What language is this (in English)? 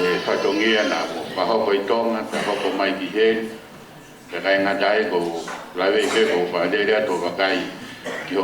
Tongan